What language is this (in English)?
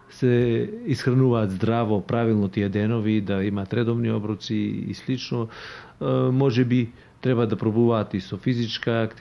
Macedonian